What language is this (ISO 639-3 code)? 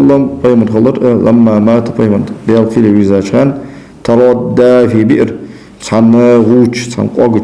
inh